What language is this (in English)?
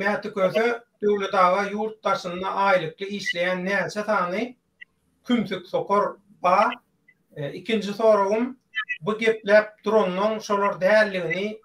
Turkmen